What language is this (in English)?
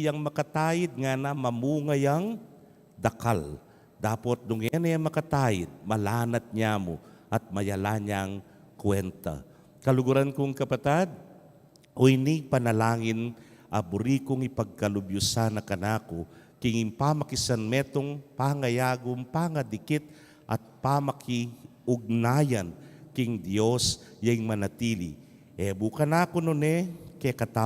Pampanga